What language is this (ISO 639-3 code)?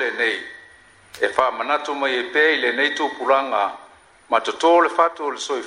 smo